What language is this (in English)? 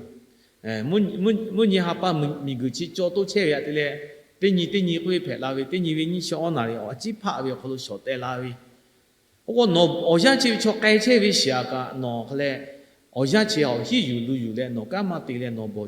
Lahu